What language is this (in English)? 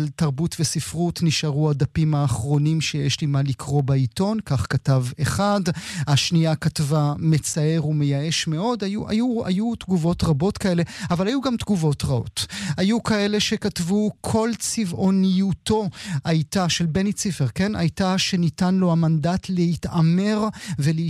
Hebrew